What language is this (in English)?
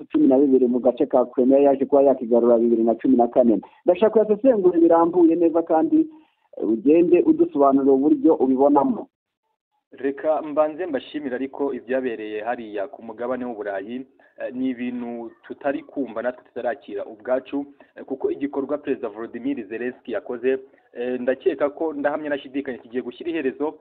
Kinyarwanda